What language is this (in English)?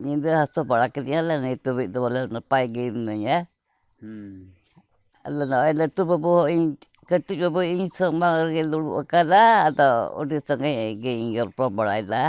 Santali